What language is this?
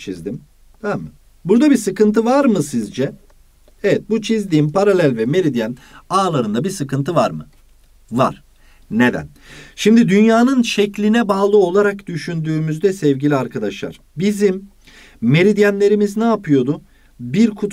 Turkish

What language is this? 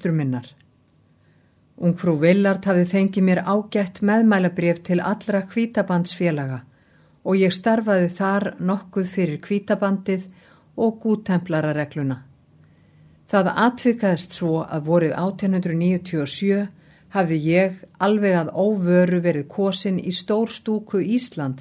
Icelandic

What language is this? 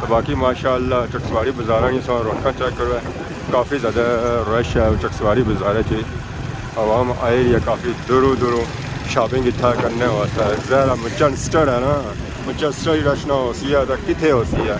Pahari-Potwari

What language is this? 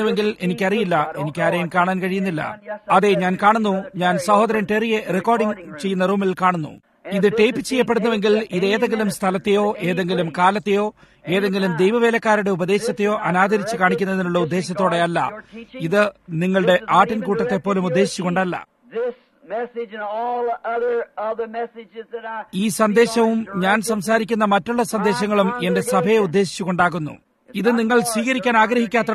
Malayalam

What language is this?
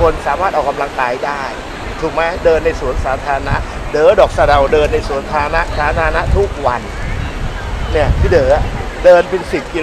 Thai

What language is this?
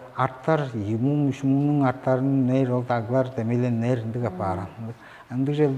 Tuvinian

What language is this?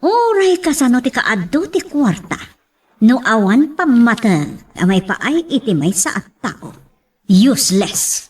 Iloko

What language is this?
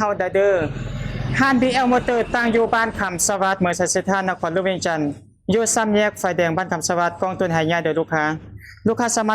Lao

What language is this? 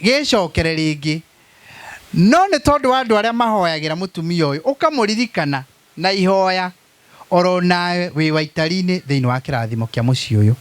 Kikuyu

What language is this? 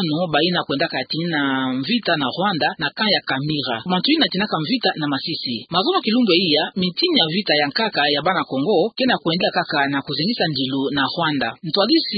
Kituba (Democratic Republic of Congo)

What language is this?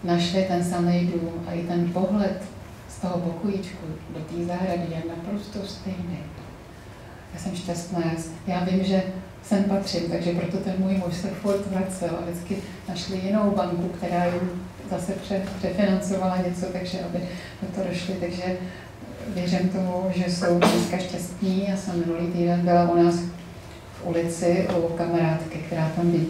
Czech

